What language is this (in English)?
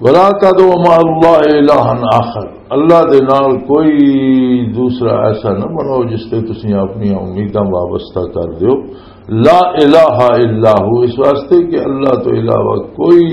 Western Panjabi